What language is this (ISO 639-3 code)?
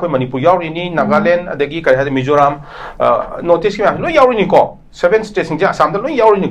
mni